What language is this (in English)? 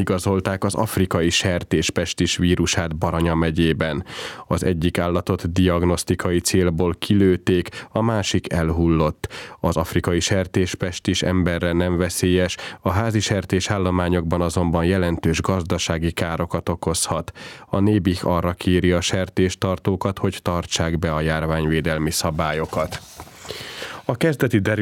Hungarian